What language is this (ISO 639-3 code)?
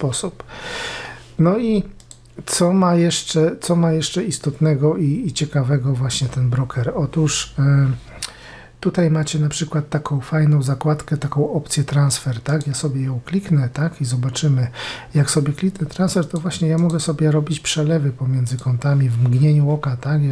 pol